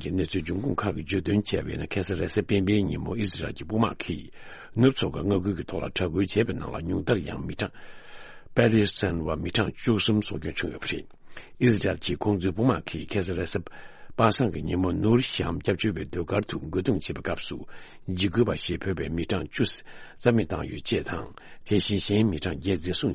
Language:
Tibetan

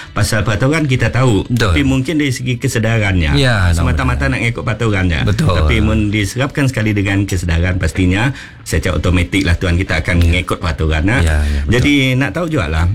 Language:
Malay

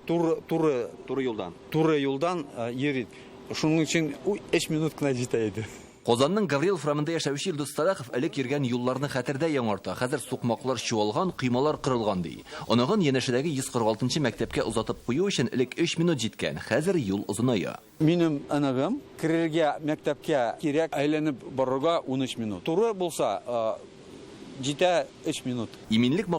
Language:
Tatar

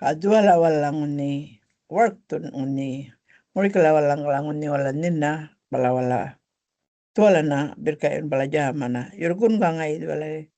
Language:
Gumatj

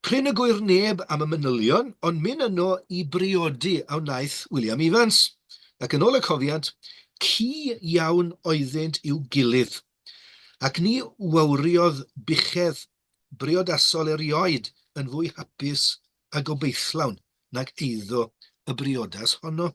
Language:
Welsh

